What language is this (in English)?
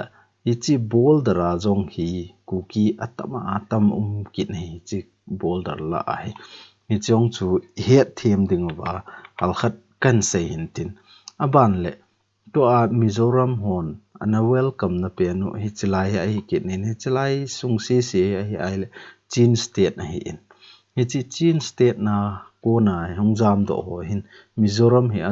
Thado Chin